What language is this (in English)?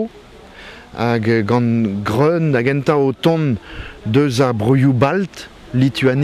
Breton